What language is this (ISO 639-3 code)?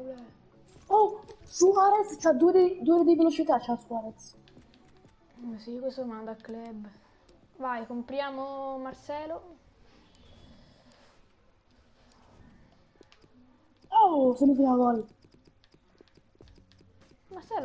ita